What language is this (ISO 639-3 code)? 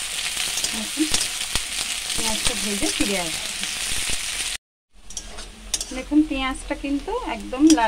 ben